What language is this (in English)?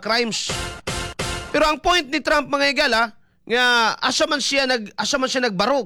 Cebuano